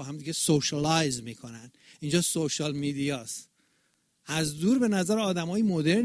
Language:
Persian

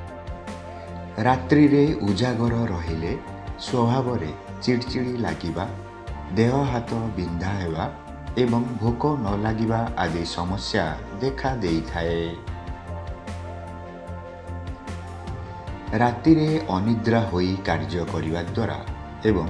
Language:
Odia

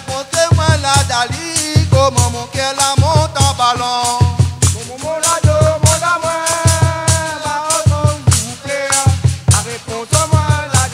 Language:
Réunion Creole French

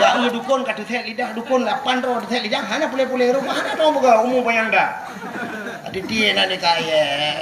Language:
Achinese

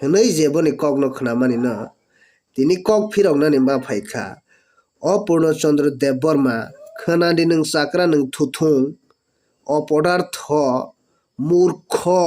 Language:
Kok Borok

